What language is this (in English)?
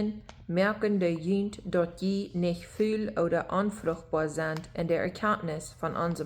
Plautdietsch